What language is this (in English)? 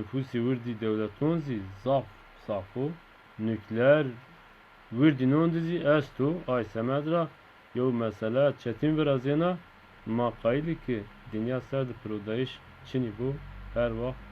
Zaza